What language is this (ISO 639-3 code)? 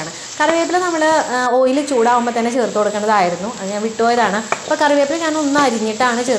mal